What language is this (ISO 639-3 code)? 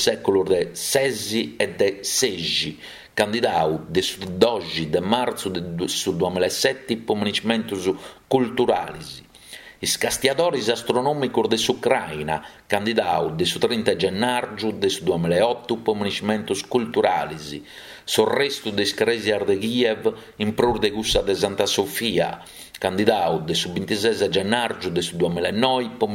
srd